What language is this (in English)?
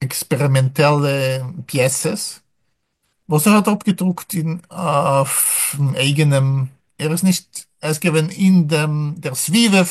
Yiddish